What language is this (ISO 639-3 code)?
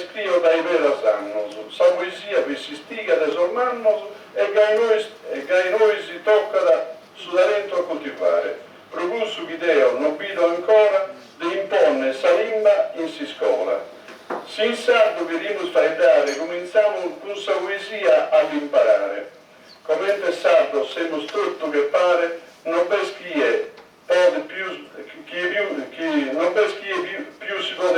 srd